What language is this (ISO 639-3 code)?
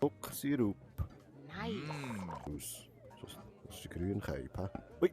gsw